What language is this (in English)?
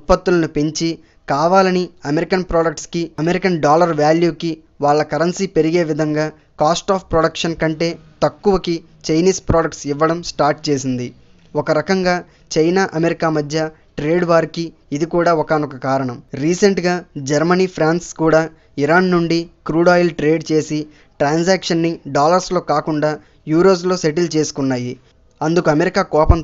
Telugu